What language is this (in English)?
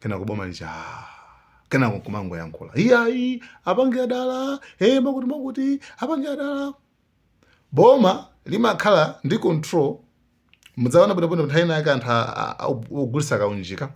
Nyanja